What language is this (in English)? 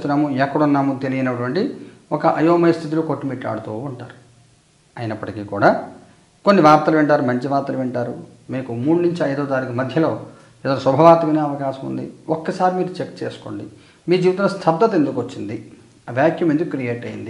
Telugu